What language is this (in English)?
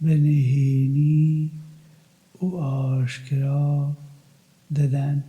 Kurdish